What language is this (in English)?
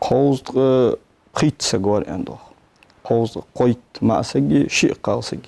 Ingush